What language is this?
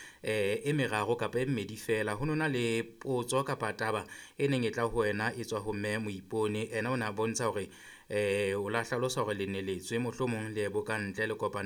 Southern Sotho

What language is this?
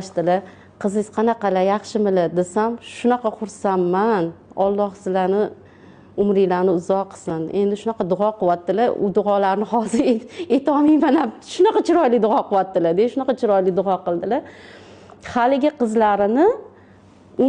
Uzbek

